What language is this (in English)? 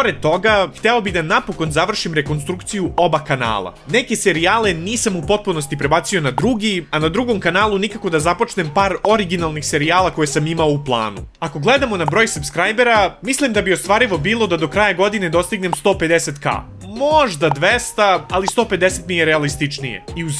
Serbian